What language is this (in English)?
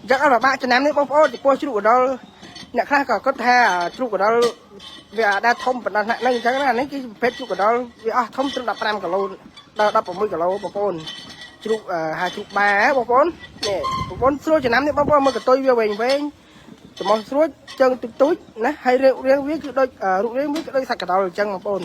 Khmer